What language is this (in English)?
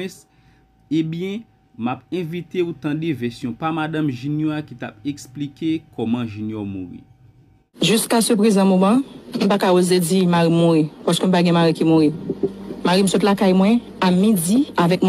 Haitian Creole